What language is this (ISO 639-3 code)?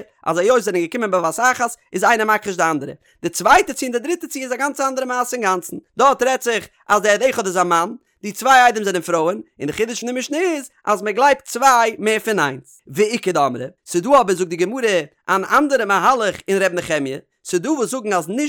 yid